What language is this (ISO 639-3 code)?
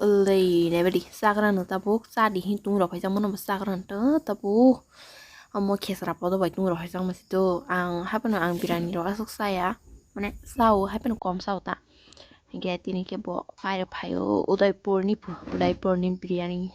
trp